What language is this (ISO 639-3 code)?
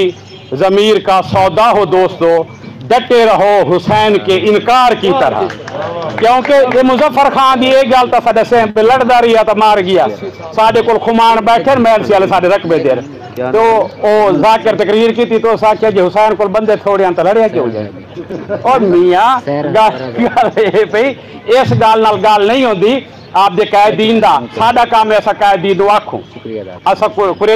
skr